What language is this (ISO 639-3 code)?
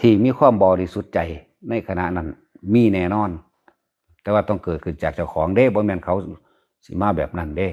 lao